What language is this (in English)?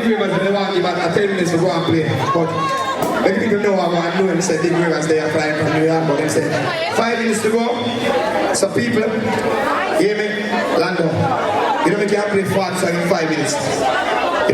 Jamaican Creole English